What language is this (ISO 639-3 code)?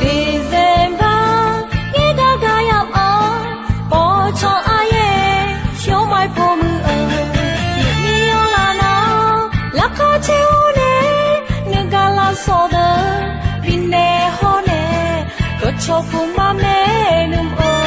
ahk